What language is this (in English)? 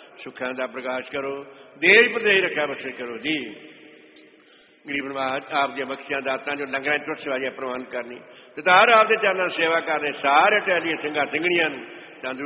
Punjabi